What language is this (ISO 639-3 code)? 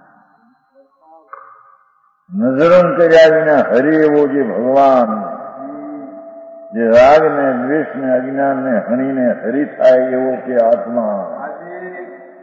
guj